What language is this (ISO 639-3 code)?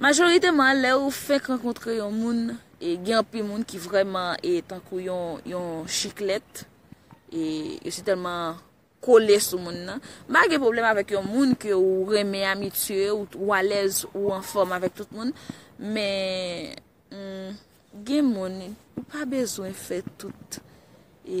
hat